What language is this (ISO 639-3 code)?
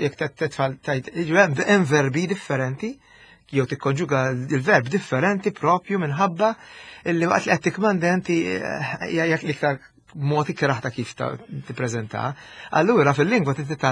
mlt